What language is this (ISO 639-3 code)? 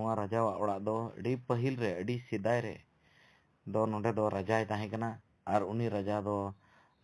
sat